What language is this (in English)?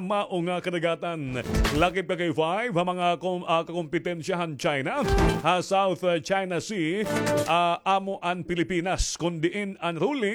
Waray